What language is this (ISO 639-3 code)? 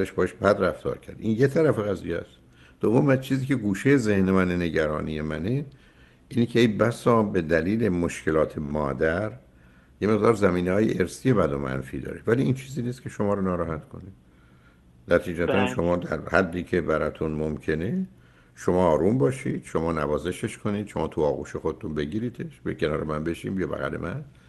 fas